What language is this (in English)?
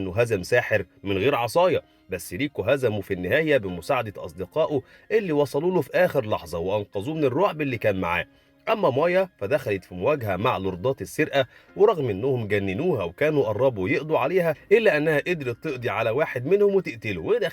Egyptian Arabic